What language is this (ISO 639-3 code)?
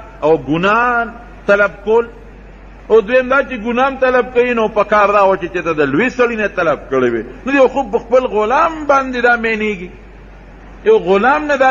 pus